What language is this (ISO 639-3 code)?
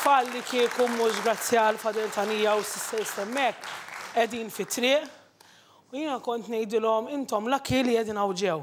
mlt